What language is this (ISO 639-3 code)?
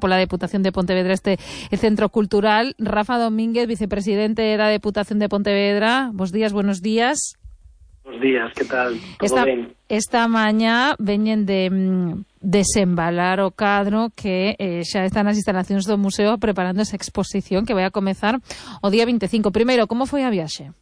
glg